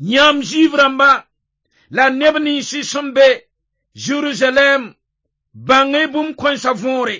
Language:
Mossi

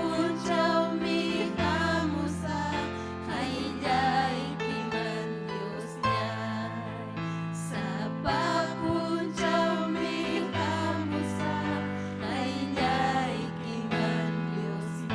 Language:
Ayacucho Quechua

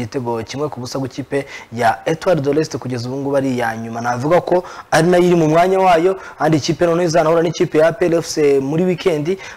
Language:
Kinyarwanda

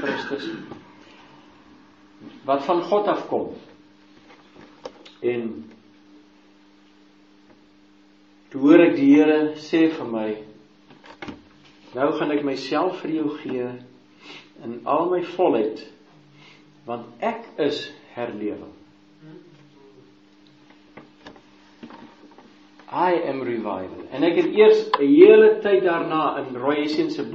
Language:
Afrikaans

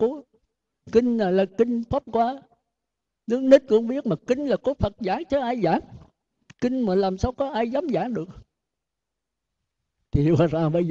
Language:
Vietnamese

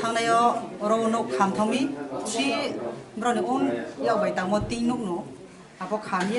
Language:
Kok Borok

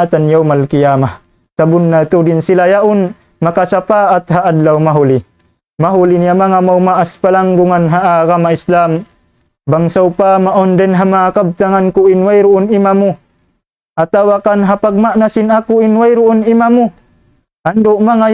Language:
Tausug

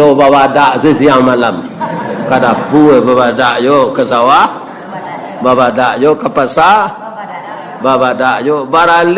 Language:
Minangkabau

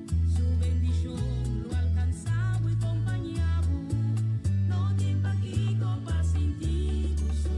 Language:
Papiamento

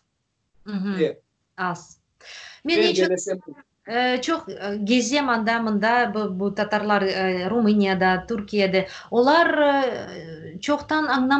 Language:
Crimean Tatar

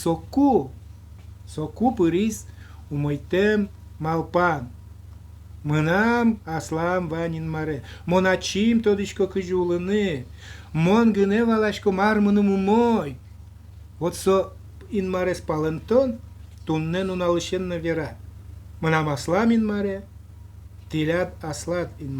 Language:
Udmurt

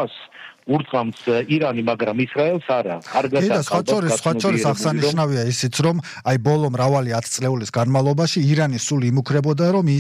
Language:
Georgian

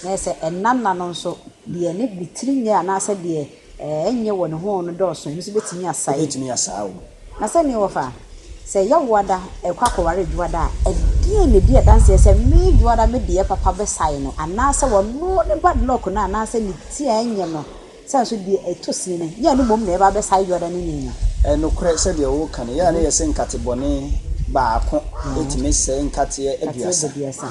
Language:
Akan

